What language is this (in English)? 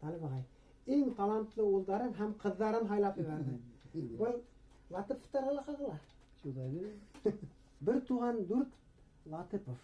Bashkir